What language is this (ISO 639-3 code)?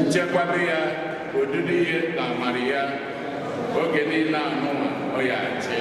ibo